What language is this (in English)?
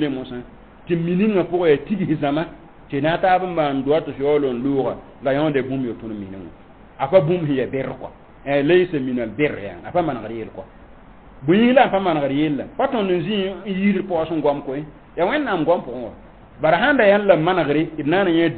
Mossi